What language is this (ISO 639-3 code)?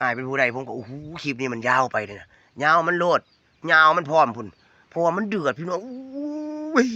tts